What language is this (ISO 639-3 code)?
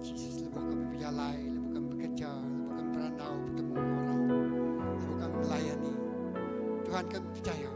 iba